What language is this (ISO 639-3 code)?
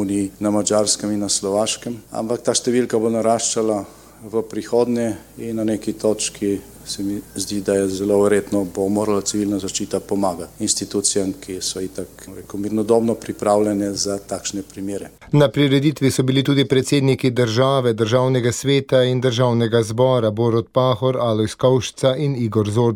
slv